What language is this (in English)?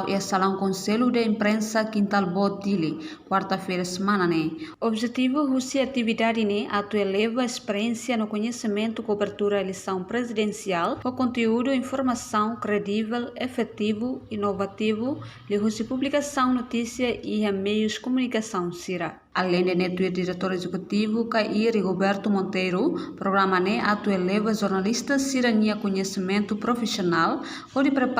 Tetum